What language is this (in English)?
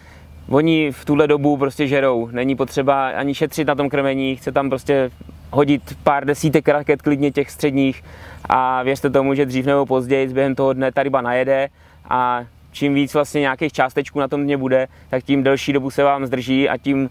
Czech